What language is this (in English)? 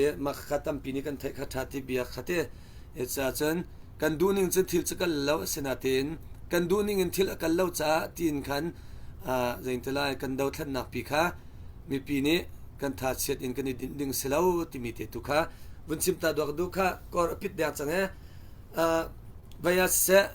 Hakha Chin